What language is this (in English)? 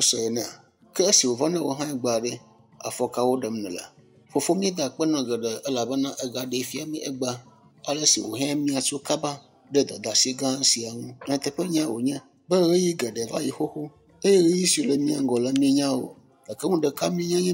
Ewe